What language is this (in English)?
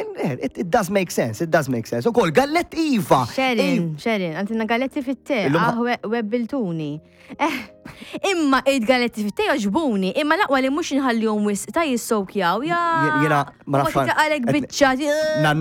Maltese